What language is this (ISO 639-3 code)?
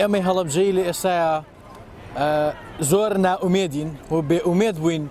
ckb